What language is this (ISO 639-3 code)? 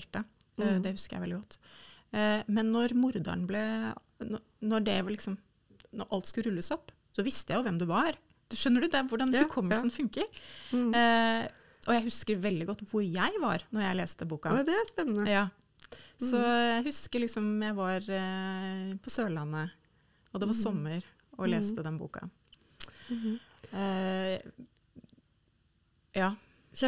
nor